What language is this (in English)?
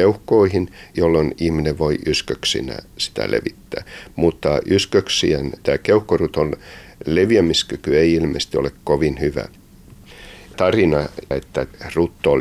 Finnish